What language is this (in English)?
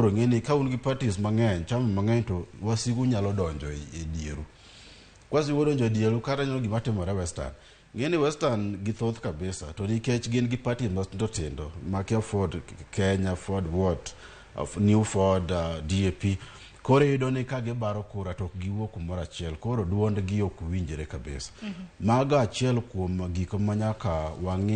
Luo (Kenya and Tanzania)